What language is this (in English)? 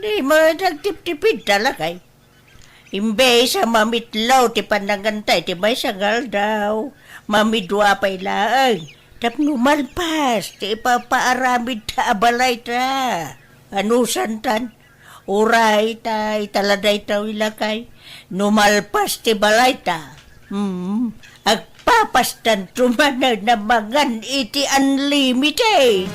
Iloko